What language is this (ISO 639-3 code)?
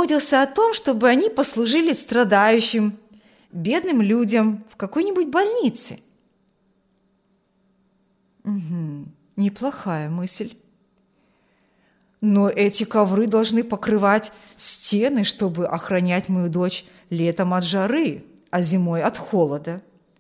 rus